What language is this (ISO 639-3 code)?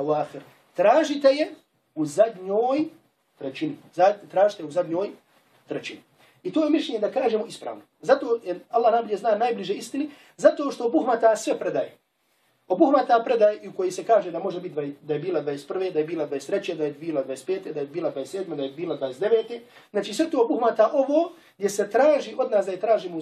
bos